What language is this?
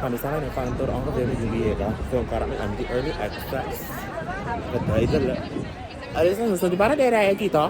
Papiamento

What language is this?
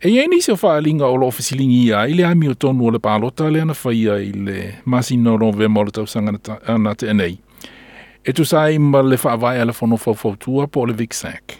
Samoan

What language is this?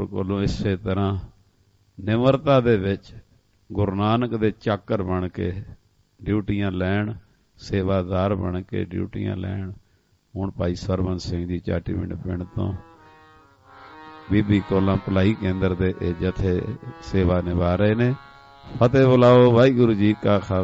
Punjabi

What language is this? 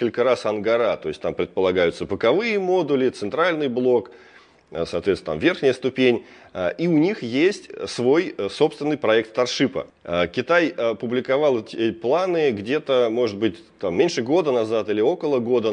Russian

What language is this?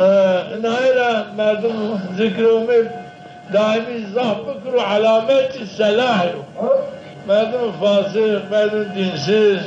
Zaza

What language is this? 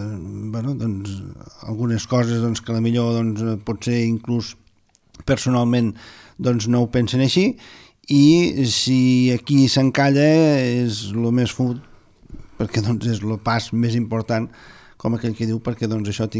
Catalan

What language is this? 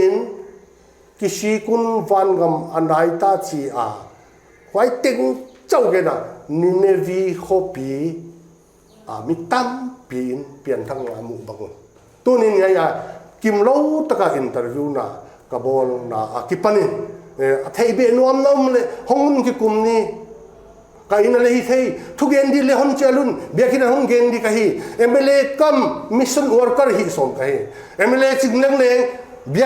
Paite Chin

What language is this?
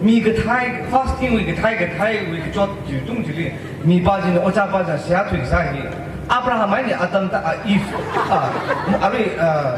Tangkhul Naga (India)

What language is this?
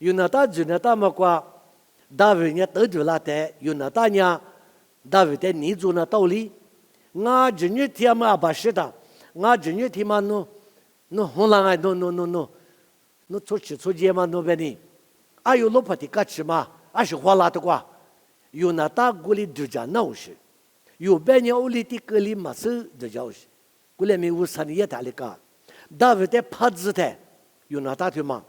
Lisu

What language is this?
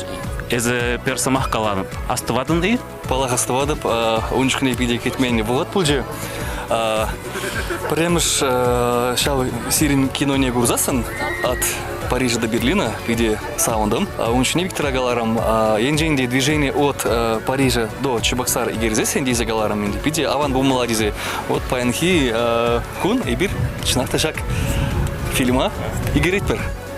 Chuvash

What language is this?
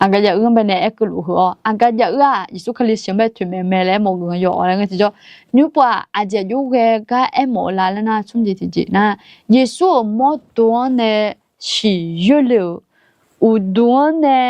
Akha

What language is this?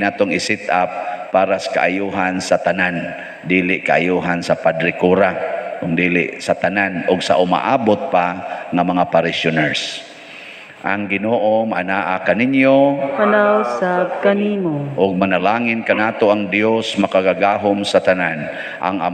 Cebuano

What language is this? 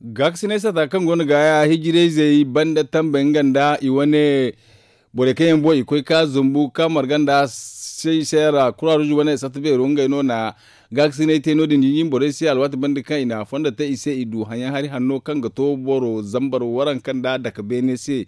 Zarma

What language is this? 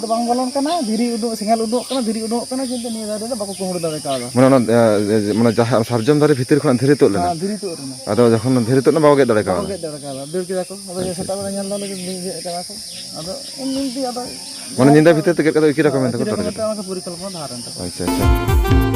Santali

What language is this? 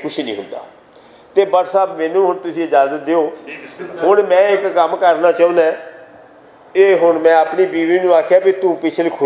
Western Panjabi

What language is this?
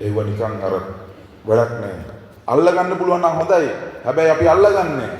Sinhala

